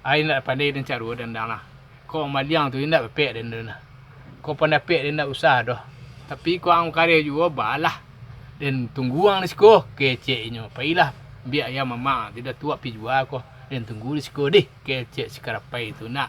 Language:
Minangkabau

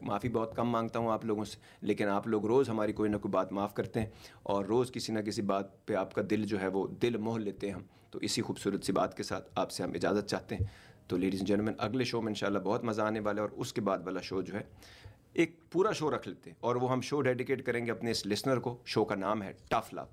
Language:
Urdu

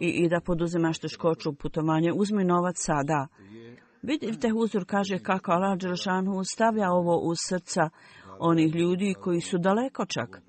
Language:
Bosnian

